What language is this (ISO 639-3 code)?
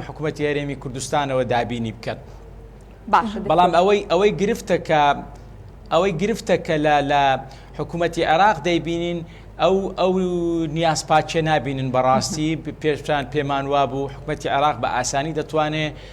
ckb